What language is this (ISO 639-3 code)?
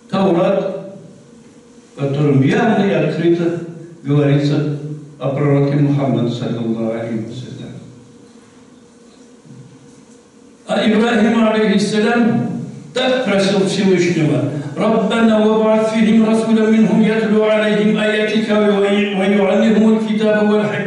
rus